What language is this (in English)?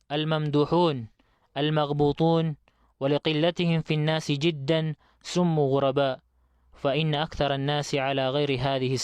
Maranao